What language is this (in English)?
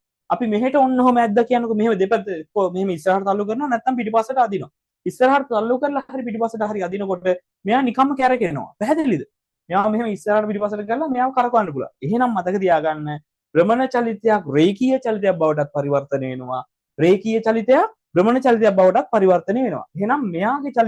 Sinhala